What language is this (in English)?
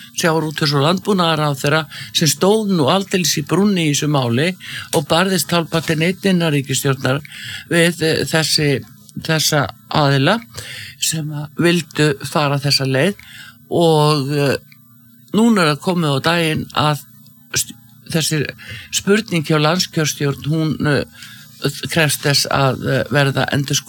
Icelandic